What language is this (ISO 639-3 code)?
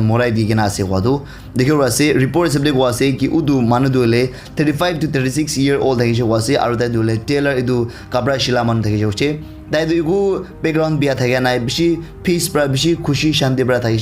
nag